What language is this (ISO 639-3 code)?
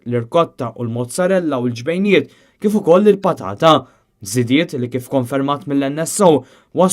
mlt